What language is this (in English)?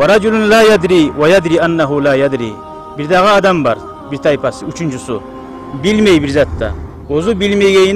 Kumyk